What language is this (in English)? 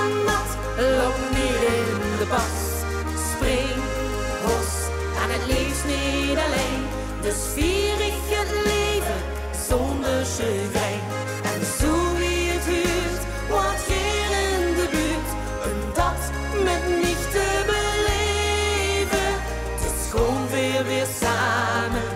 Limburgish